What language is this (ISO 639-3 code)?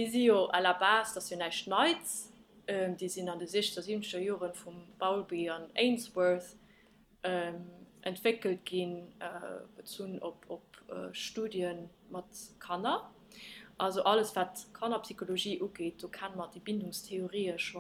ltz